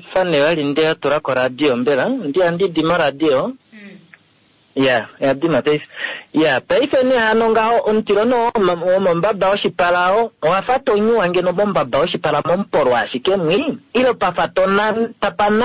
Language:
Kuanyama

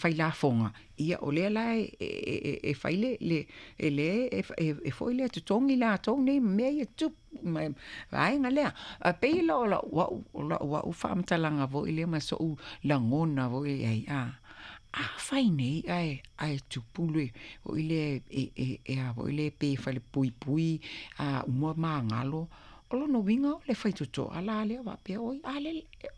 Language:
Samoan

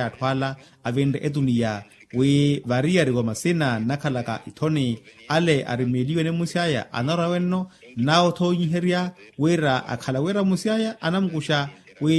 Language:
Makhuwa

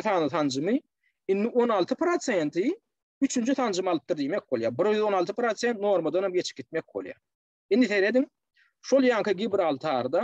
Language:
Turkmen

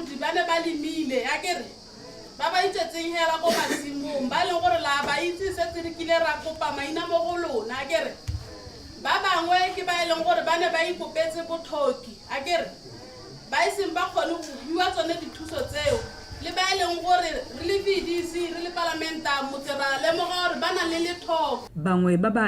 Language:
Tswana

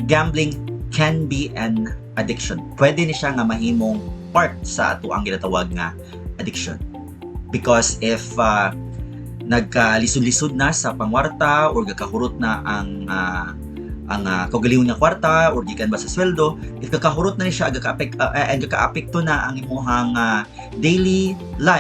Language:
Cebuano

